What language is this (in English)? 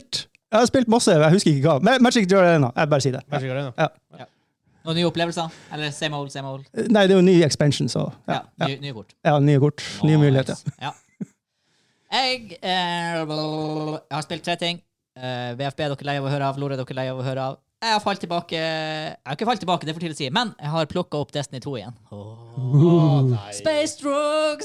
Norwegian